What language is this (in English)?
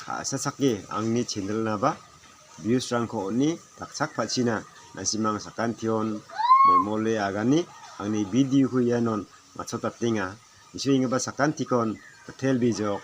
Garo